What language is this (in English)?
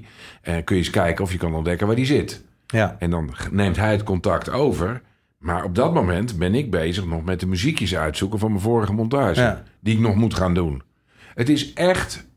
Dutch